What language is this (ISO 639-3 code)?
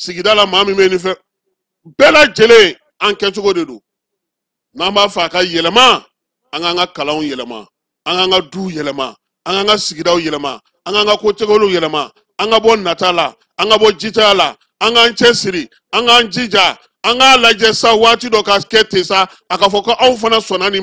bam